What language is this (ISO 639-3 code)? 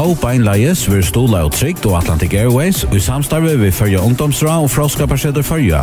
fao